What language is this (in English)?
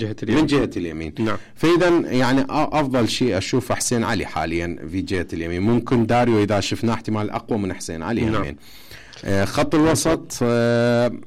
Mesopotamian Arabic